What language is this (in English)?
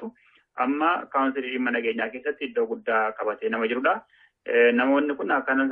Oromo